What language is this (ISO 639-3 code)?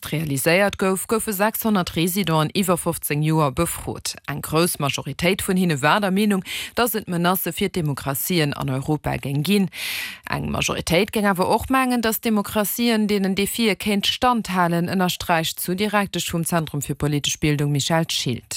ltz